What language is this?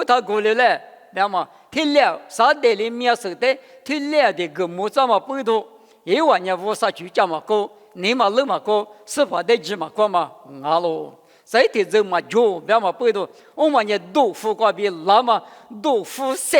Lisu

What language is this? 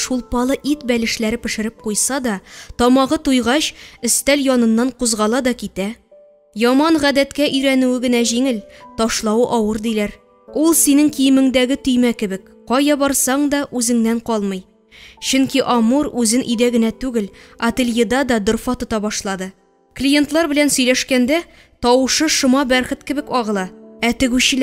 Tatar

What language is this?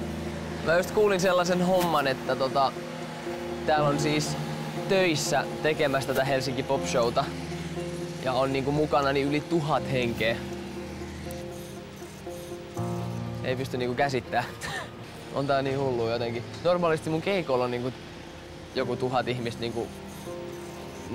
Finnish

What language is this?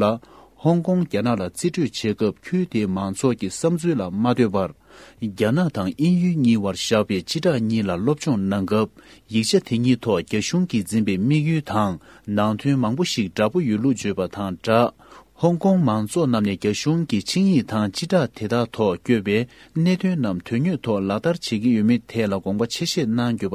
Tibetan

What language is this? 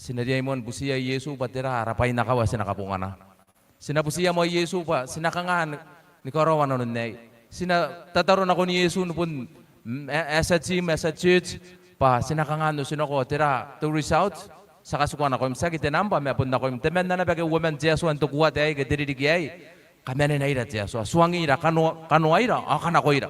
Gilbertese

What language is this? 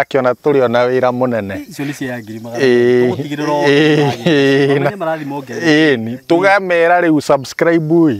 Kikuyu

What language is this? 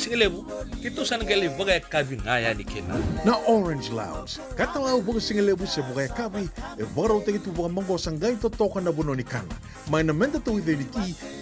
Fijian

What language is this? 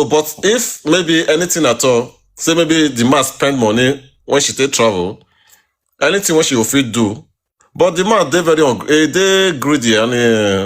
Nigerian Pidgin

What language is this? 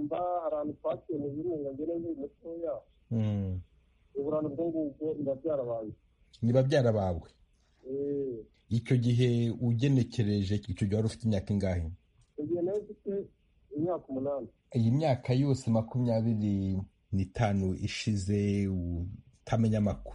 Kinyarwanda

